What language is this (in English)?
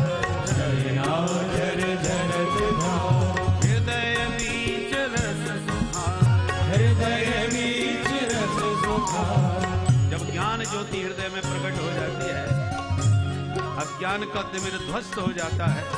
Hindi